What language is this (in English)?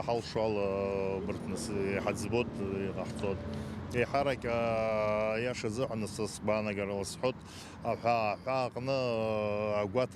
Abkhazian